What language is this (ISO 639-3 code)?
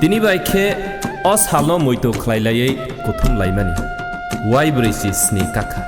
trp